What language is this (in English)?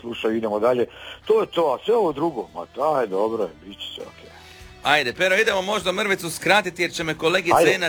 Croatian